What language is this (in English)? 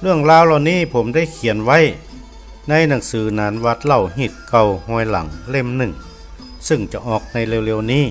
Northern Thai